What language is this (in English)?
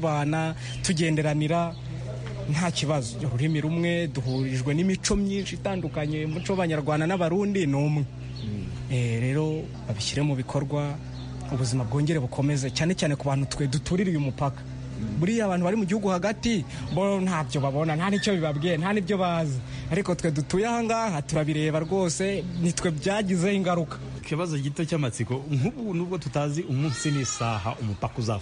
Kinyarwanda